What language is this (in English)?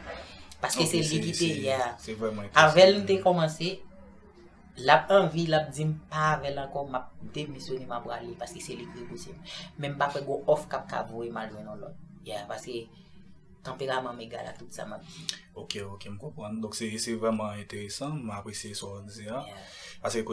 Haitian Creole